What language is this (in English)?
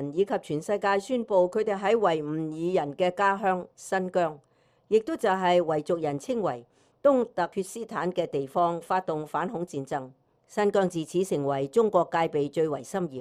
Cantonese